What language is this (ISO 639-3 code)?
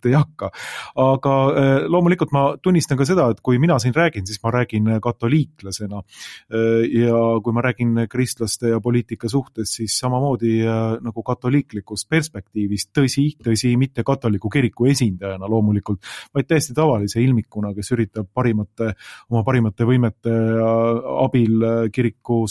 est